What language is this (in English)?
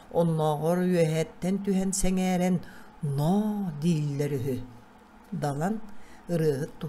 Yakut